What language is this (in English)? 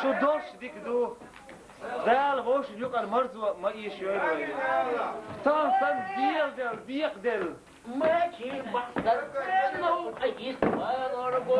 Chechen